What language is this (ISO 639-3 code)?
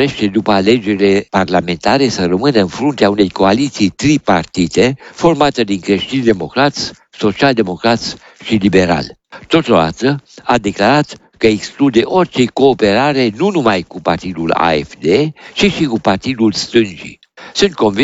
ron